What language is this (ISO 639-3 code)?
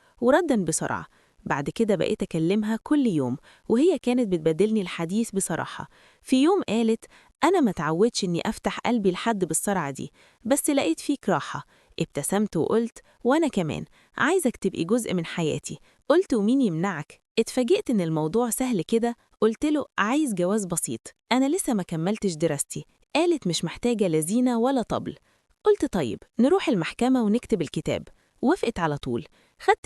arz